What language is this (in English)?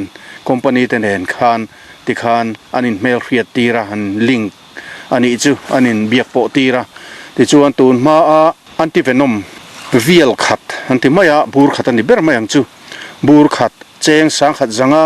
Mizo